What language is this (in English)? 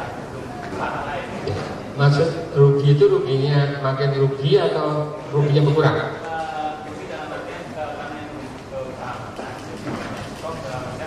Indonesian